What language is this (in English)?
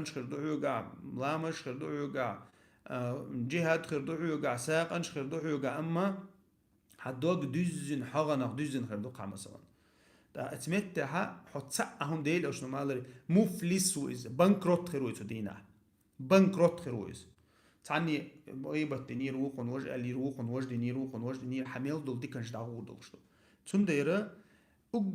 Chechen